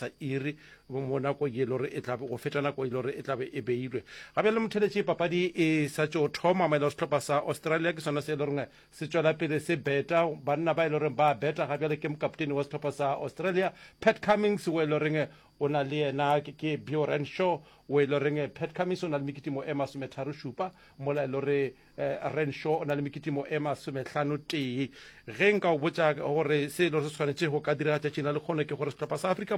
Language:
Northern Sotho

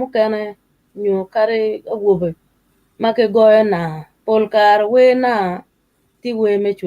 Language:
Acoli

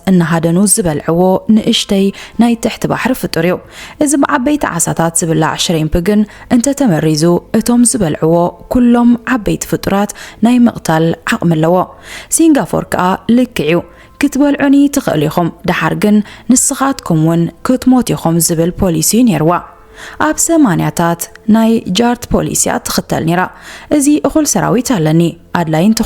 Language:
Tigrinya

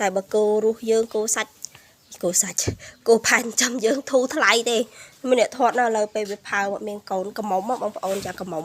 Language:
Khmer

